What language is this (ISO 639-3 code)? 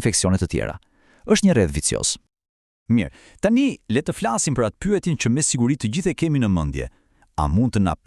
sqi